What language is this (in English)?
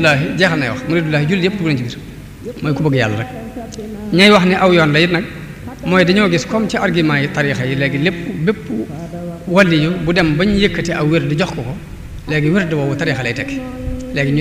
Wolof